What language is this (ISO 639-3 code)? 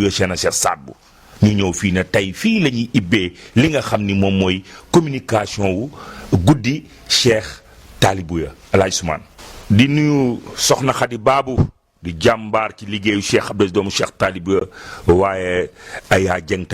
wol